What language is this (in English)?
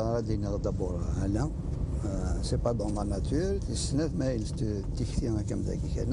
Kabyle